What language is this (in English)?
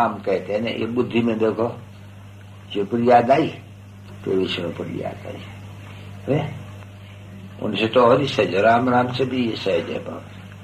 Hindi